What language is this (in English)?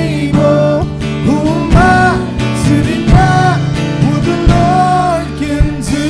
Waray